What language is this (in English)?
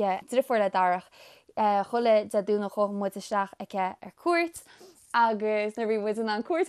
Irish